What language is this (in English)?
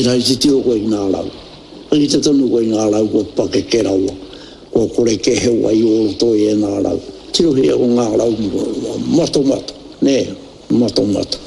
Māori